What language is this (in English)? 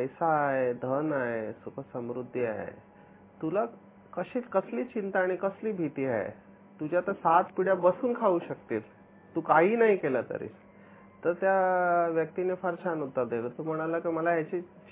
Marathi